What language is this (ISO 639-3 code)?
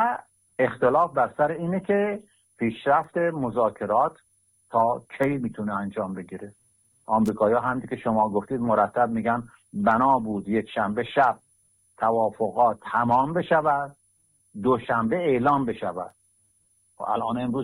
fas